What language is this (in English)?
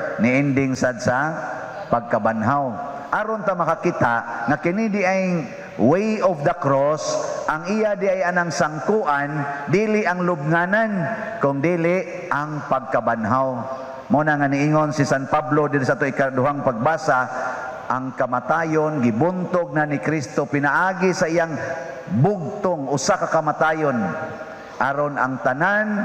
Cebuano